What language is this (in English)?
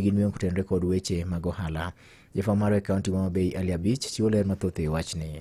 Luo (Kenya and Tanzania)